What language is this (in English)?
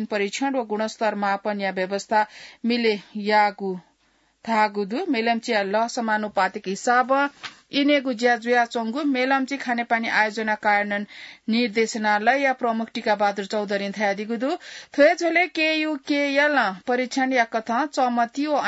Newari